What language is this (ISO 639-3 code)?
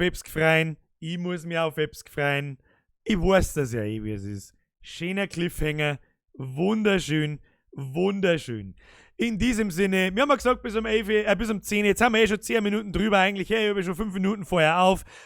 bar